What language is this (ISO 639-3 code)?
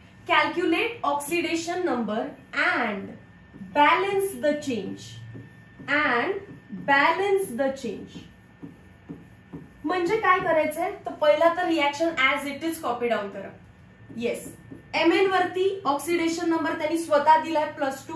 mar